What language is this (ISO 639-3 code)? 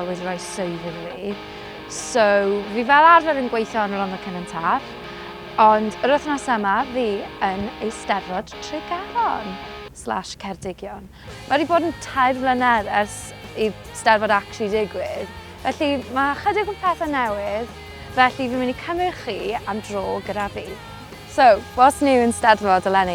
cym